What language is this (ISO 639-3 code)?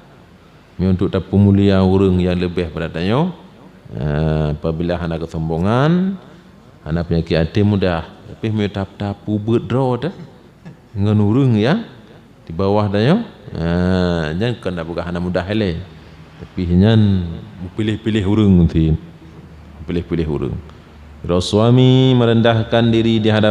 ace